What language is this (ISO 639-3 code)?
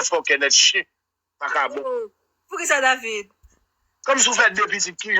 hat